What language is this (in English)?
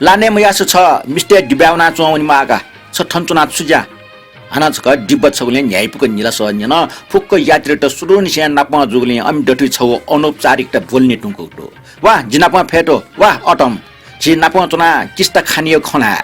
Newari